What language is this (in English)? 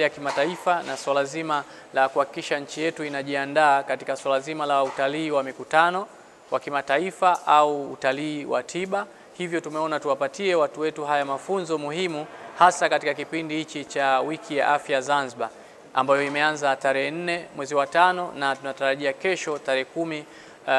Swahili